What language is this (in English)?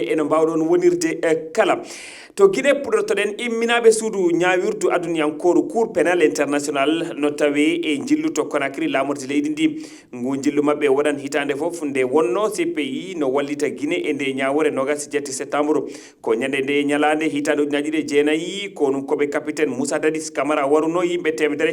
Fula